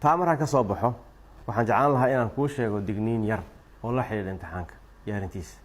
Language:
Somali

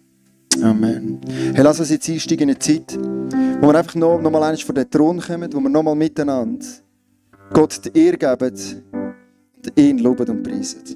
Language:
Swiss German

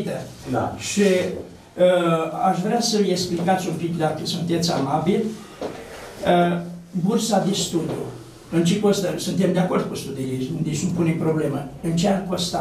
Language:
Romanian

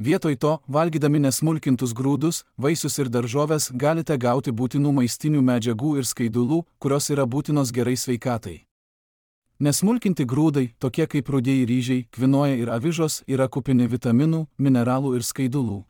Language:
Lithuanian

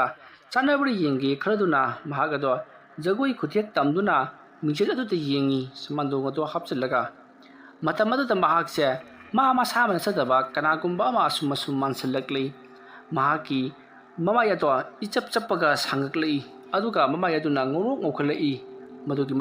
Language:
Manipuri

